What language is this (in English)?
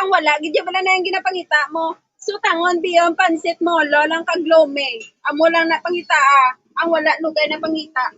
Hiligaynon